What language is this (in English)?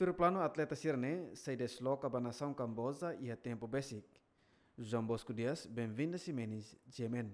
Tetum